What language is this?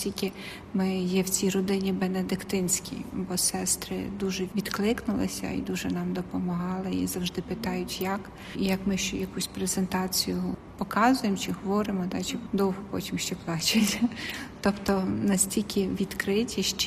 Ukrainian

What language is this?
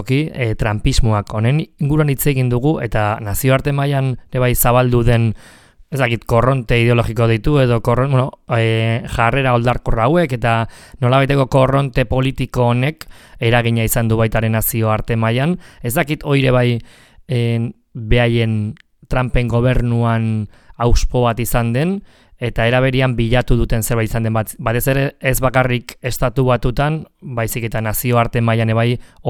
Basque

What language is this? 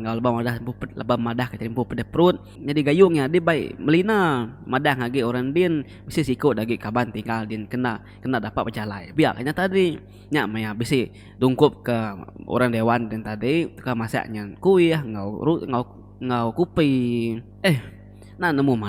Iban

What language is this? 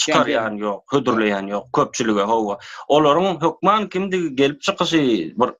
Turkmen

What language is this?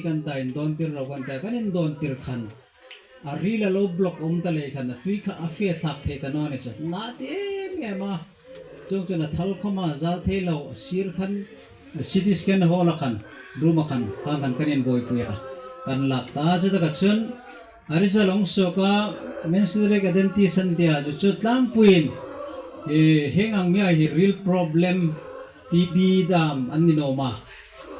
Hmar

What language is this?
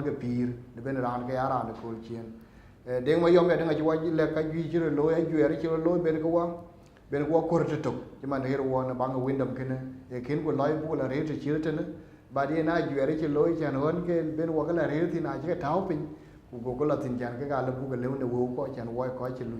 Dinka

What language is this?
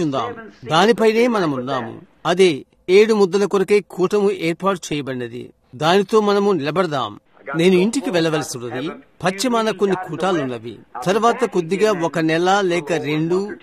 Telugu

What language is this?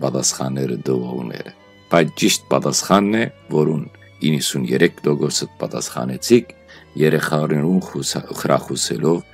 Western Armenian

